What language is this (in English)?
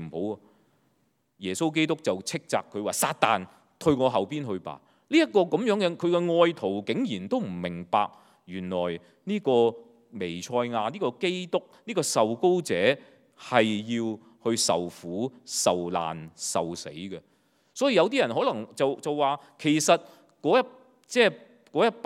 Cantonese